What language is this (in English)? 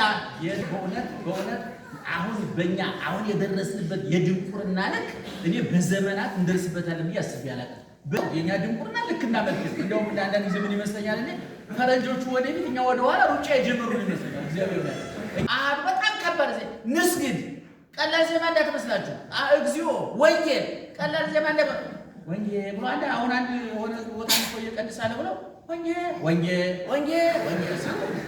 Amharic